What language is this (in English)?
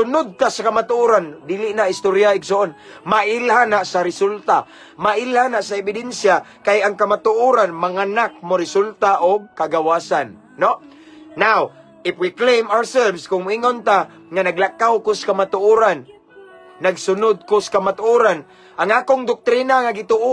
Cebuano